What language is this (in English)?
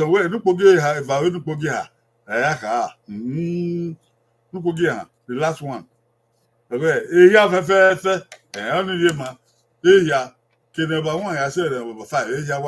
Bini